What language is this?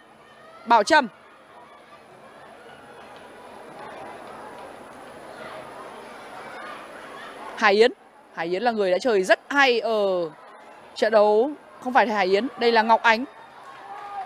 Vietnamese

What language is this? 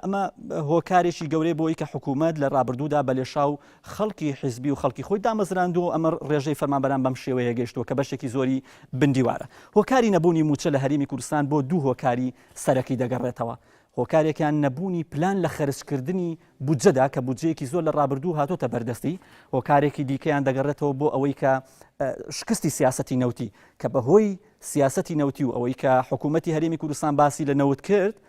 Central Kurdish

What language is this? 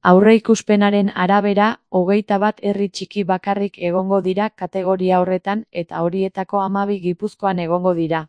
Basque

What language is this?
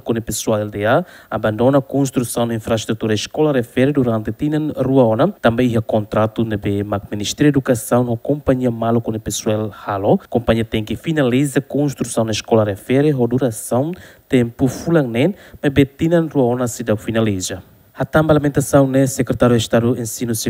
Tetum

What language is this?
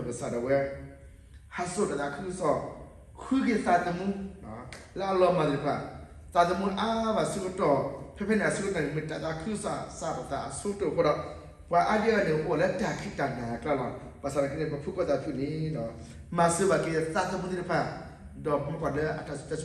S'gaw Karen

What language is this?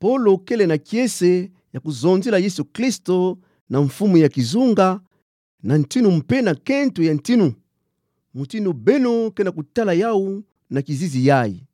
Kituba (Democratic Republic of Congo)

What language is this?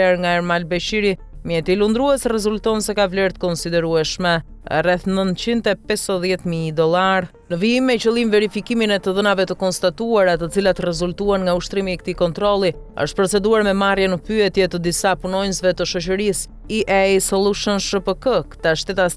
Albanian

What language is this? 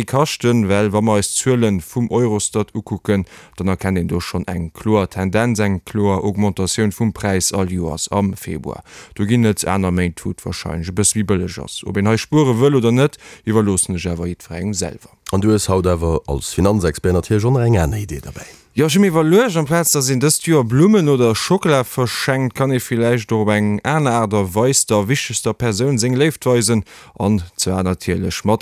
Luxembourgish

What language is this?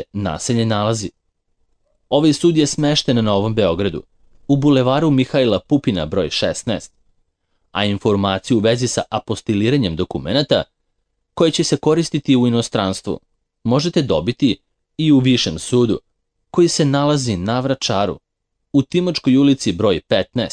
Serbian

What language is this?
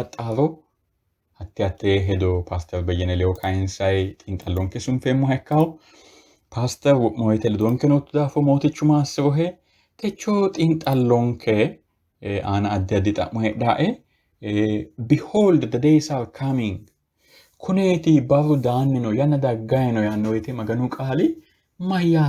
Sidamo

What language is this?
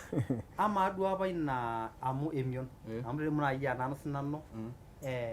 Masai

